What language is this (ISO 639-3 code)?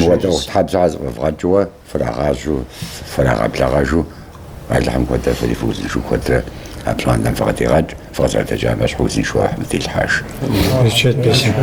kbd